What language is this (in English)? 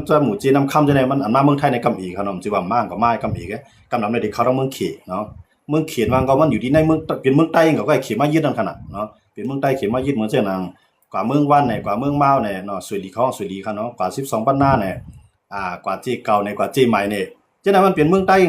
Shan